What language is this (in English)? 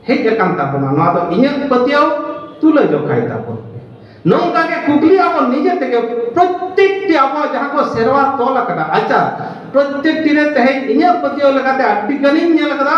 Santali